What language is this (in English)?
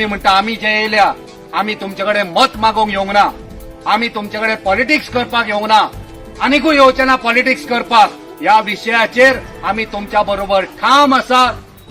Konkani